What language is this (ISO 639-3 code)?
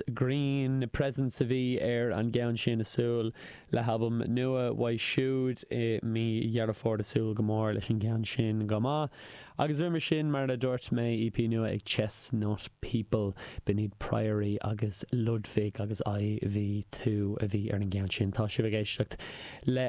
gle